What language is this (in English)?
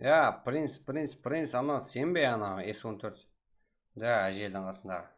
Kara-Kalpak